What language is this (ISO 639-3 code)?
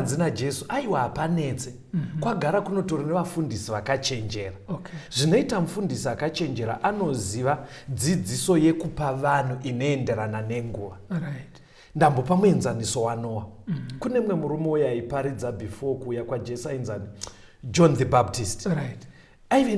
sna